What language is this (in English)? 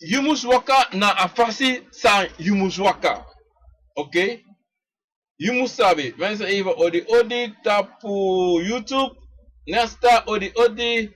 Sranan Tongo